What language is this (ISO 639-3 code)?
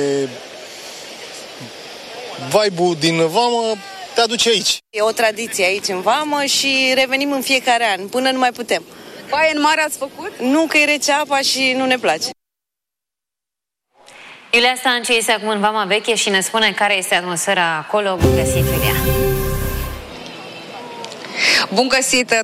ron